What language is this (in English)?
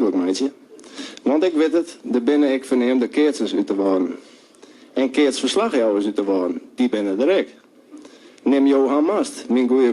Western Frisian